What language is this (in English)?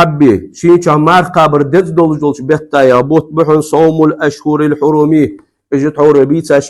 Ingush